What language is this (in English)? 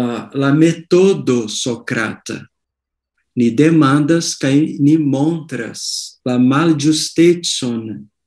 Esperanto